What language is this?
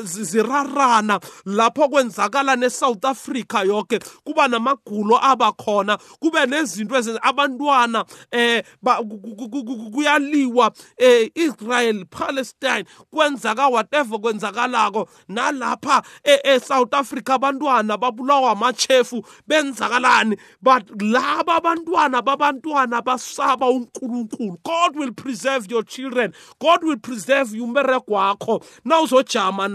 South Ndebele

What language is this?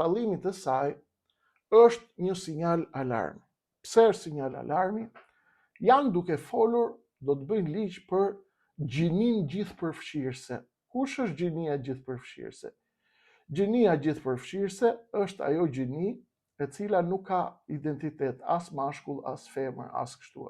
Albanian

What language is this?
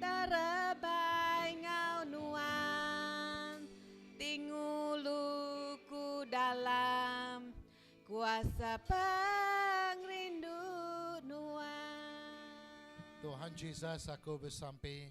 Iban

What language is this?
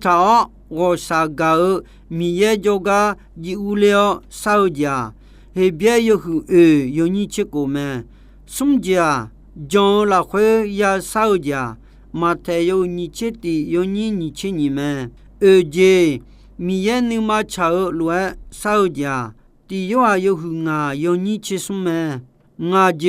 Akha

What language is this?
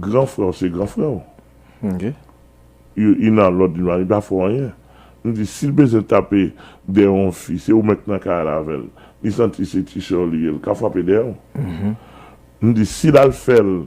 Haitian Creole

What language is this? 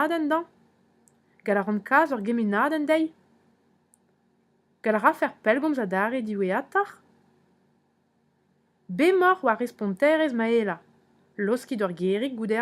Breton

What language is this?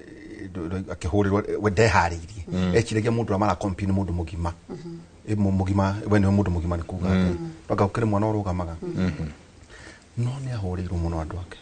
Kikuyu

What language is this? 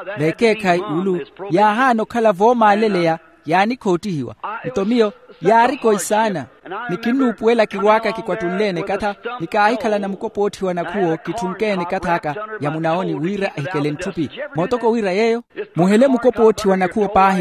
Makhuwa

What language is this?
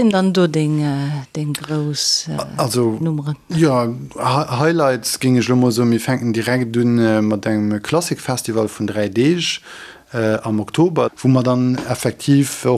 Luxembourgish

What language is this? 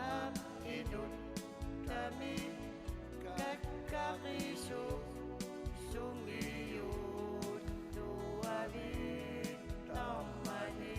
Kalaallisut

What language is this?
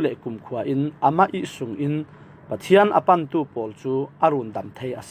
Falam Chin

